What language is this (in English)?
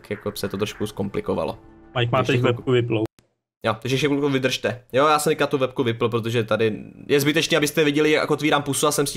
Czech